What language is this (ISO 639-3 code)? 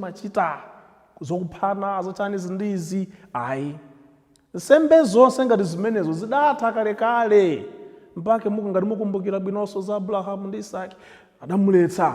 nya